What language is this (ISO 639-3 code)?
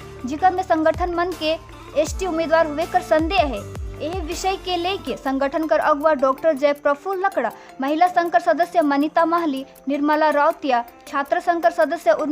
sck